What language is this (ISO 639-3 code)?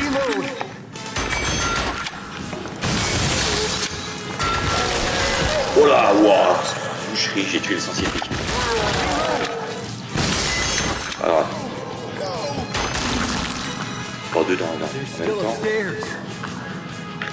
fra